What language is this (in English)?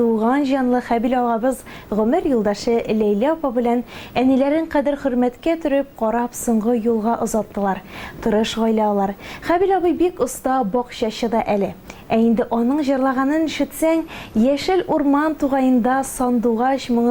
Tatar